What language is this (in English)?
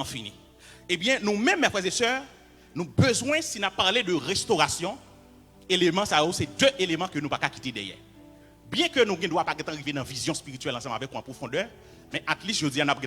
Haitian Creole